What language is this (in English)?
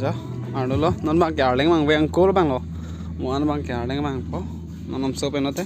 Karbi